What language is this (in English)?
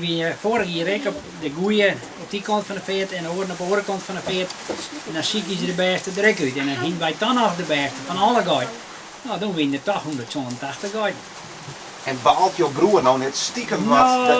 Western Frisian